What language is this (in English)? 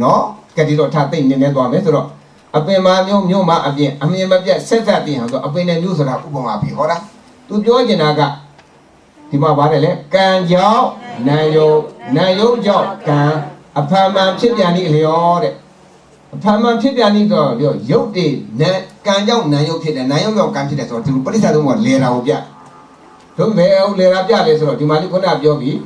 Burmese